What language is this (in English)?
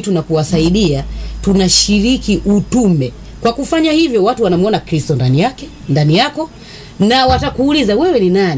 Swahili